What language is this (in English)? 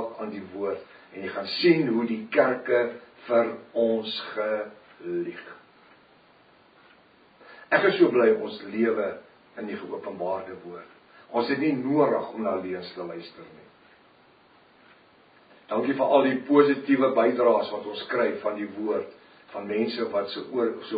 Afrikaans